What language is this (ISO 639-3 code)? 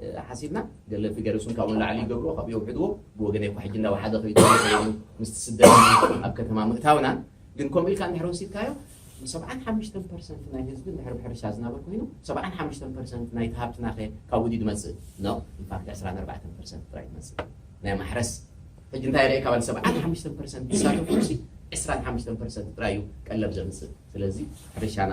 tir